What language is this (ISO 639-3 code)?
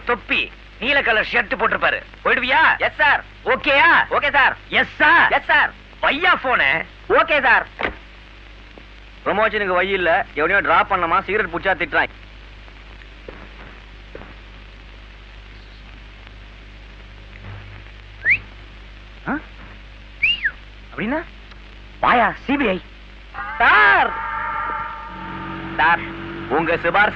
tam